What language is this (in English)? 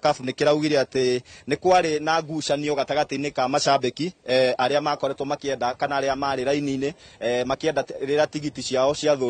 Kikuyu